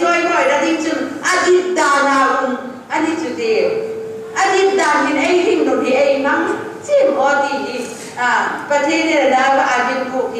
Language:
Hmar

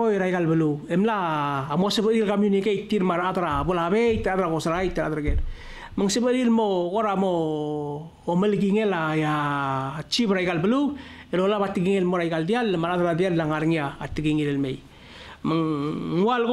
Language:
Palauan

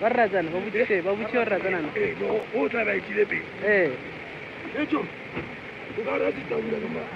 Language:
Northern Sotho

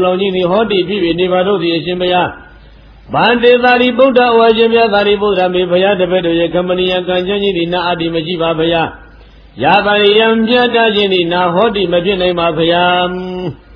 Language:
Burmese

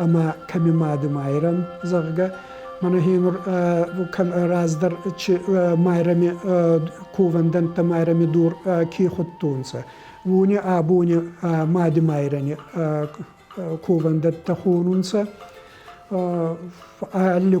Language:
Ossetic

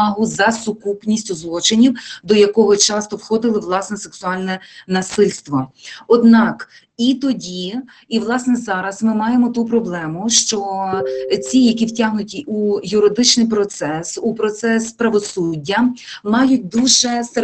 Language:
Ukrainian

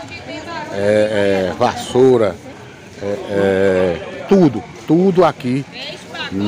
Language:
Portuguese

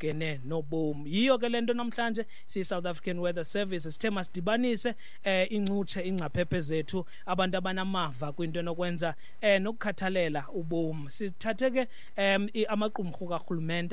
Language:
Xhosa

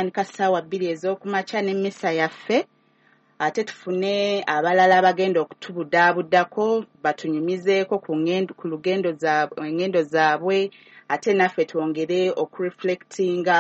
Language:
Ganda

